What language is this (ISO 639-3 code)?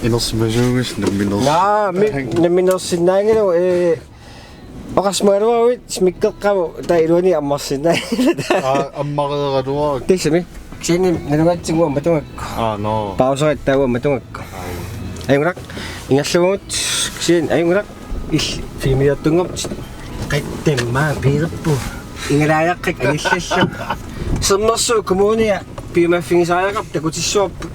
kal